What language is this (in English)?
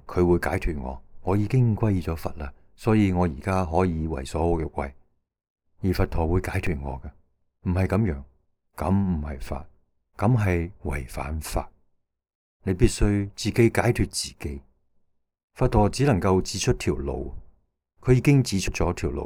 Cantonese